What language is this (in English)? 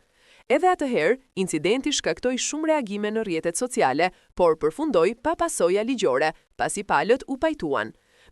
Albanian